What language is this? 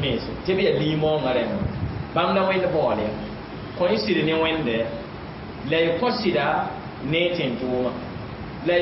Mossi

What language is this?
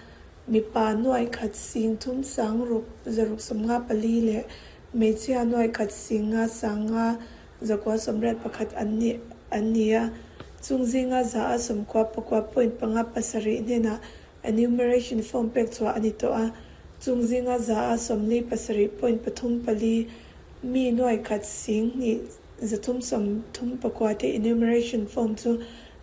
Mizo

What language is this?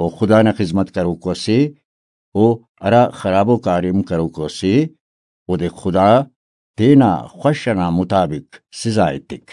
Brahui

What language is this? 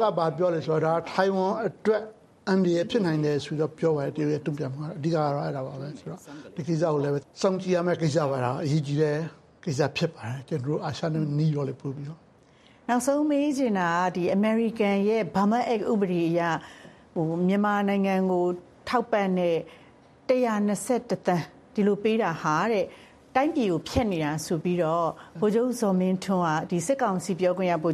Burmese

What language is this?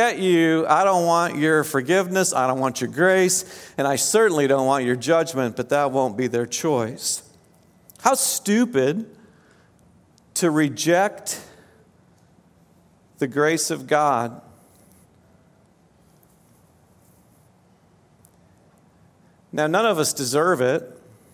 English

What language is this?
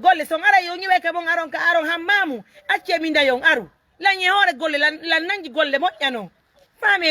Pular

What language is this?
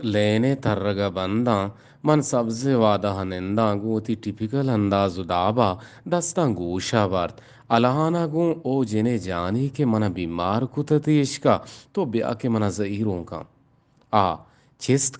Eastern Balochi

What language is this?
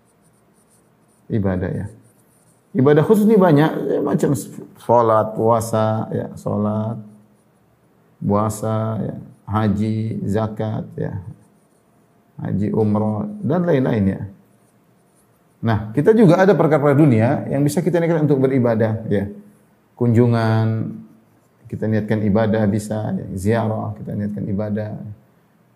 Malay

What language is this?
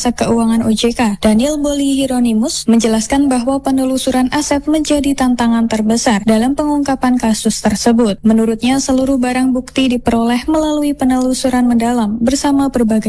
Indonesian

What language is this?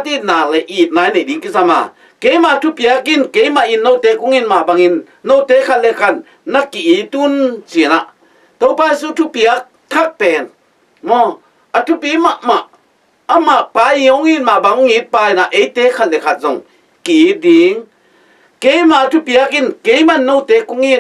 Tedim Chin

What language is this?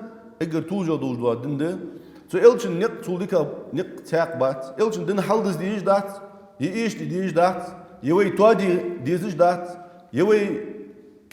Ingush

